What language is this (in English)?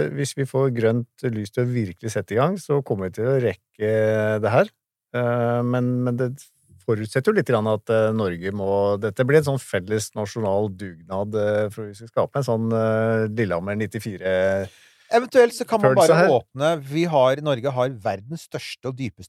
Norwegian